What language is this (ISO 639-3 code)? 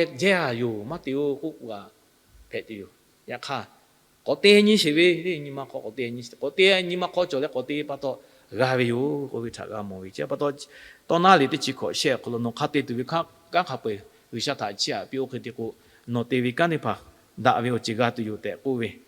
lhu